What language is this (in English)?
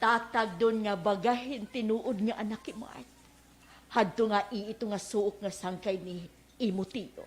Waray